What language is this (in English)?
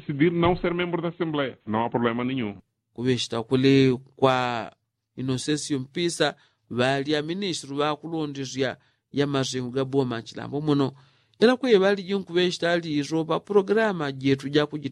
Yao